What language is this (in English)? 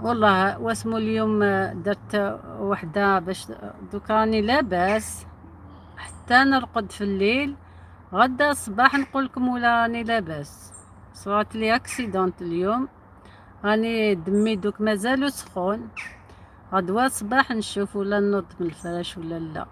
Algerian Arabic